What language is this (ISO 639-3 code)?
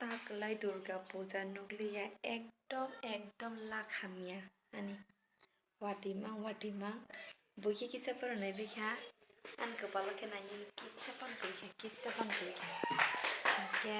trp